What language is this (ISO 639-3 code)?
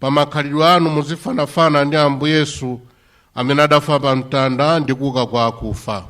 nya